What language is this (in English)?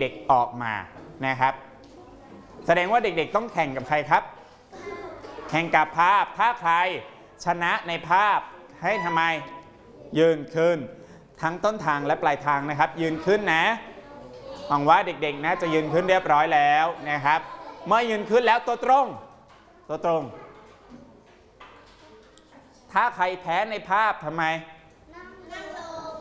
Thai